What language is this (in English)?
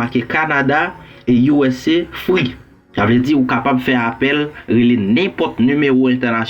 Haitian Creole